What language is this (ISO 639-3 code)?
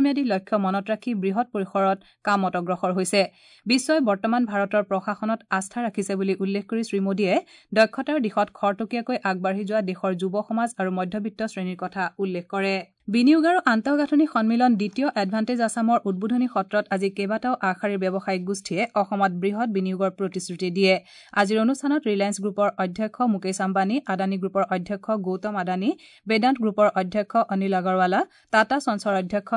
asm